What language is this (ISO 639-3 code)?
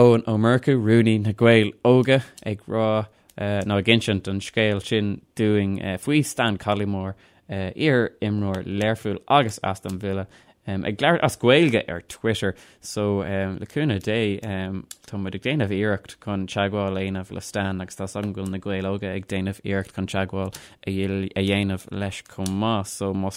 gle